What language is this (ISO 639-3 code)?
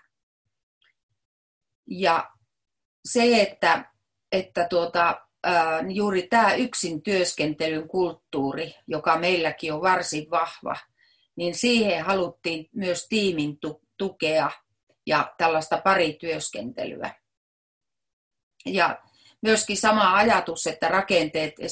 fin